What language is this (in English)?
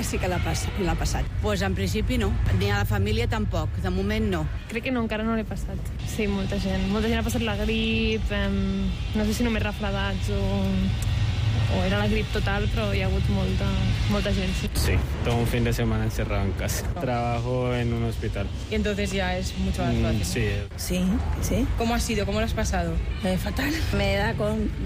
Catalan